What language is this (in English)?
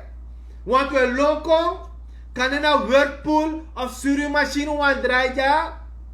Sranan Tongo